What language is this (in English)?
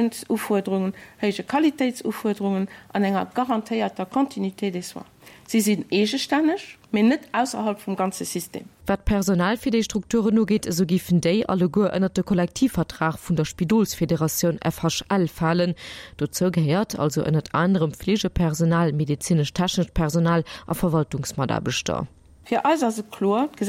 Luxembourgish